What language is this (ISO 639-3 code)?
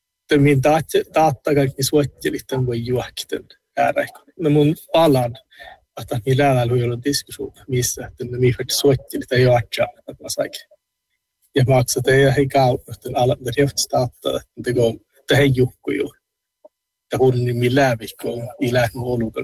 sme